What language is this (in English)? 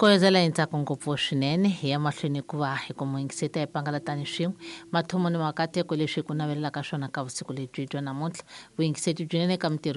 Tsonga